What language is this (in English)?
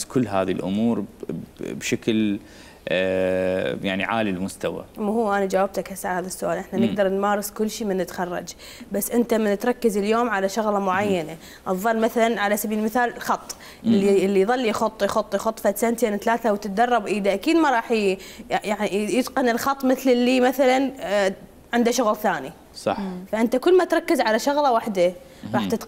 Mesopotamian Arabic